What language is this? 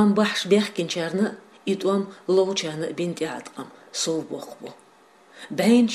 Chechen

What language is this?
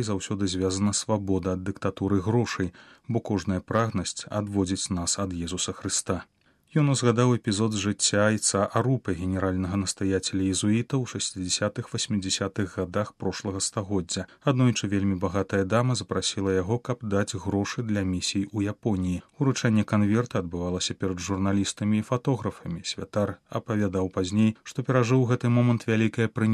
Belarusian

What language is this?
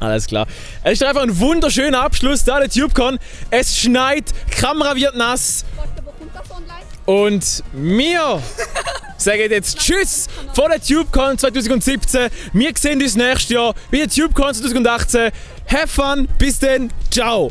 Swiss German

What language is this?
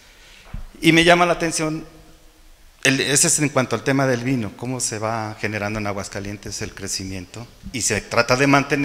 Spanish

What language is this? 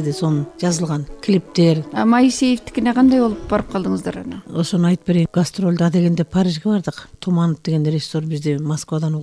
Kyrgyz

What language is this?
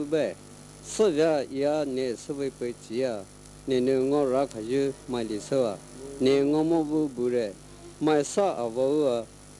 Poumei Naga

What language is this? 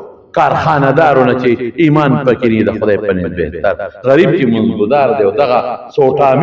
Pashto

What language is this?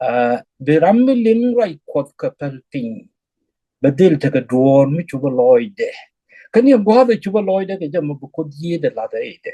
Nuer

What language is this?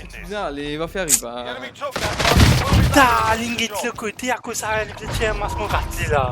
Morisyen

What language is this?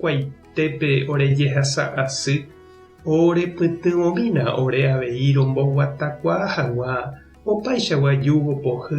Guarani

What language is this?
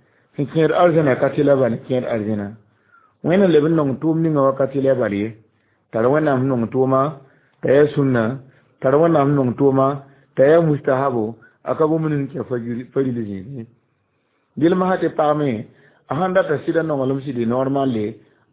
Mossi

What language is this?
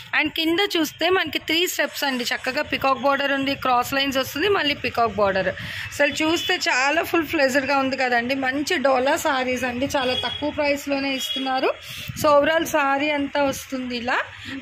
Telugu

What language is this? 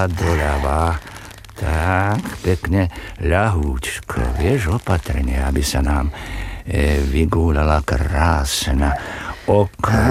Slovak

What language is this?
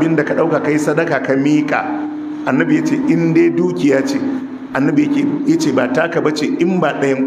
Hausa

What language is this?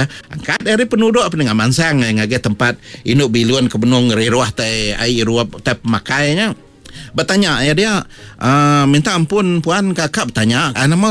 Iban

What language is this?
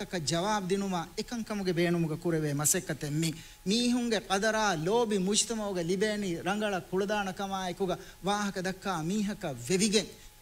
Divehi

